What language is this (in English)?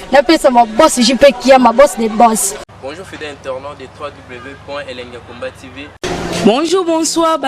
Lingala